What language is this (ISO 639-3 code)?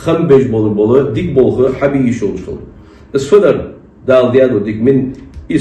inh